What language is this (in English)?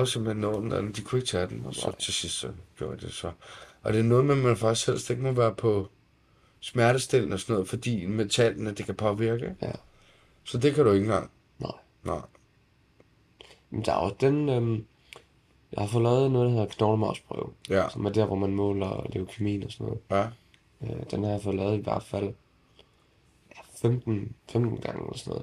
Danish